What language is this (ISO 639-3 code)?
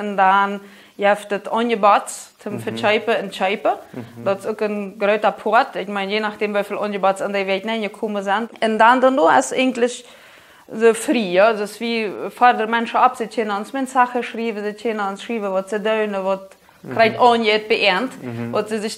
pdt